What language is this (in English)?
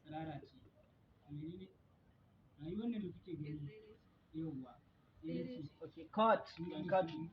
Hausa